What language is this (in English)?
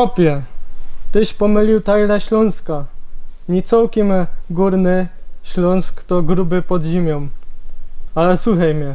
Silesian